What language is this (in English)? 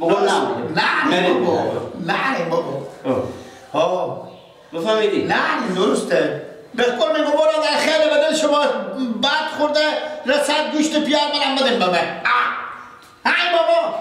Persian